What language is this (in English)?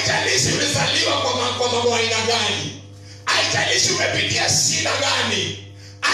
Swahili